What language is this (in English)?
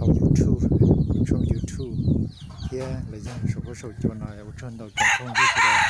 Hmong